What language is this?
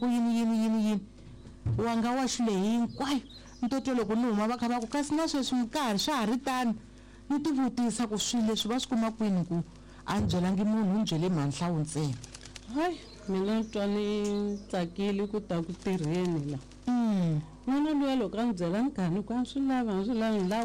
Tsonga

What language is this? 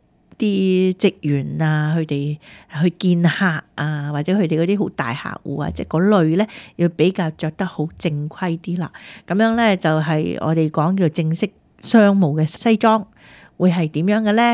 Cantonese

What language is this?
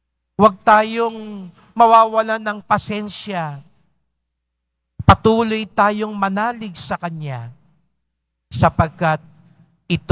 Filipino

